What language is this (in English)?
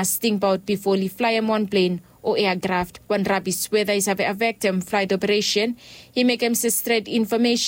Bislama